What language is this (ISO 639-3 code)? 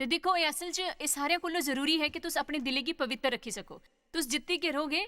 doi